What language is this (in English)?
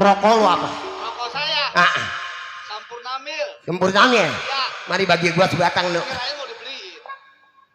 Betawi